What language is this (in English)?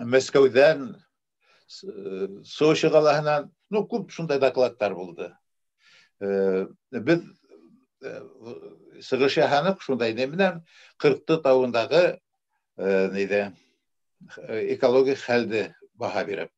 Bashkir